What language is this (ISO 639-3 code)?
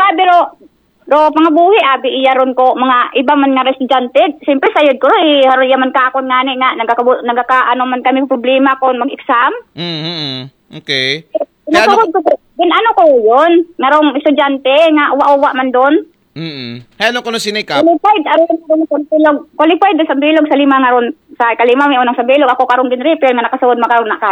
akl